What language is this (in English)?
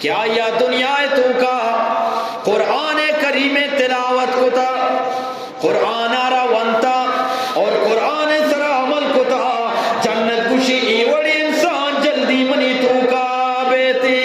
Eastern Balochi